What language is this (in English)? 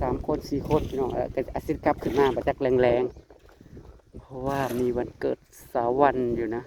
Northeastern Thai